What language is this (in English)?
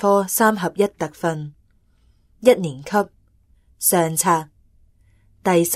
Cantonese